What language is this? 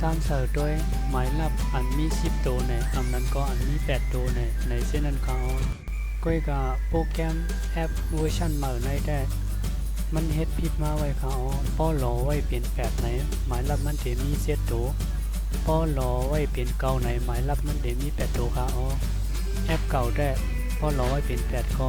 Shan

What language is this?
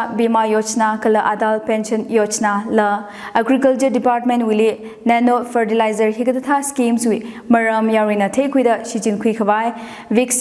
Tangkhul Naga (India)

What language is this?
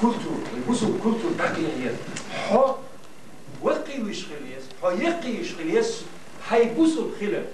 Chechen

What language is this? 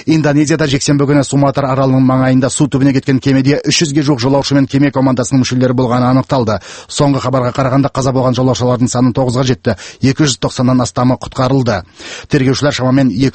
Kazakh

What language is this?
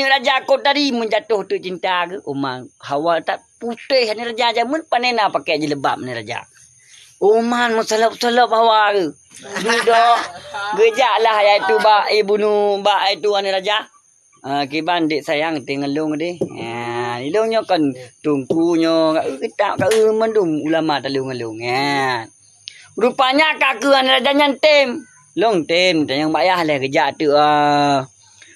Achinese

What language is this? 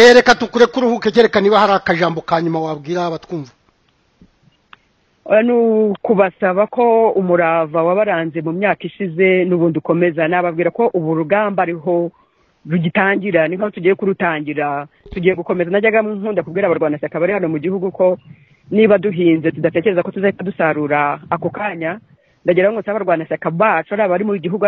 Kinyarwanda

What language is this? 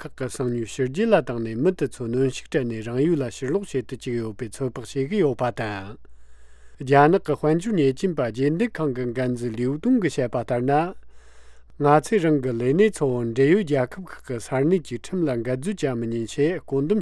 Tibetan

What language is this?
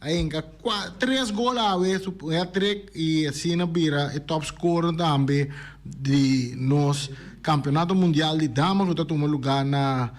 Papiamento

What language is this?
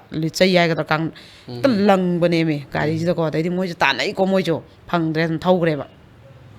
Manipuri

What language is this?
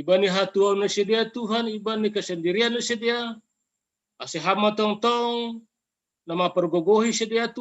Batak Simalungun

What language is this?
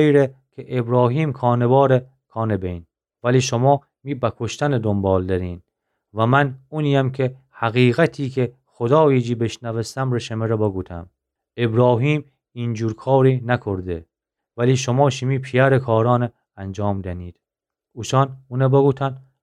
Gilaki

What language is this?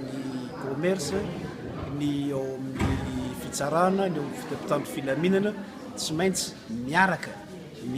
Malagasy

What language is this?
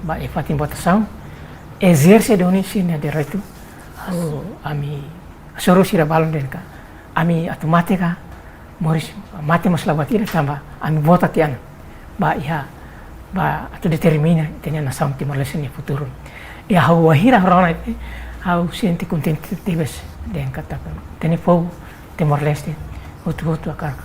Tetum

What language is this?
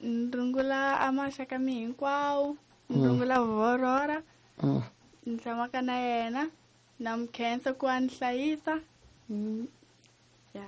Tsonga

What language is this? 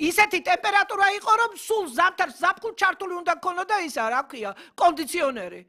Georgian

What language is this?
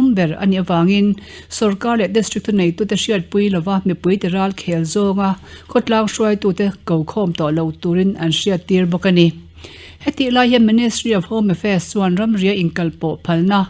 Mizo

